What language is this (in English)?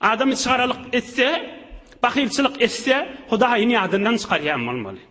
Turkmen